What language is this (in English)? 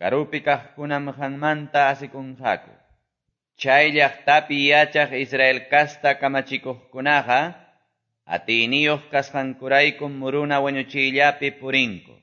Quechua